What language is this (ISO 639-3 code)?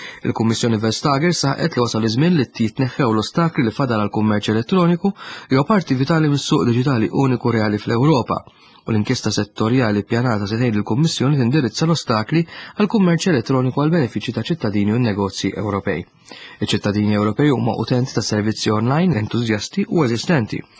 mlt